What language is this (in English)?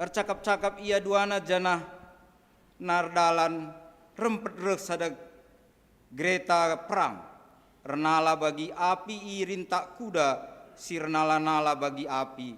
Batak Karo